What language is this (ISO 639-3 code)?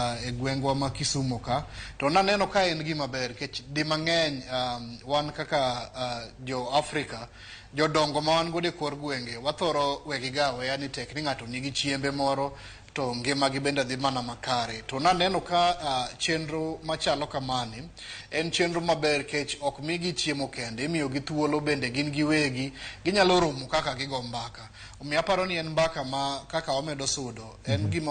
luo